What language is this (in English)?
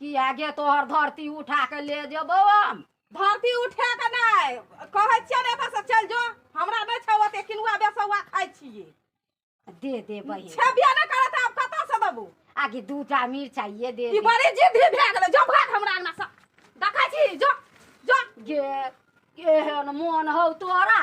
Maithili